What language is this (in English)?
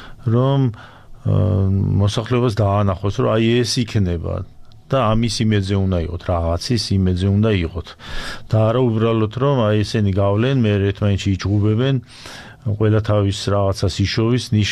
Georgian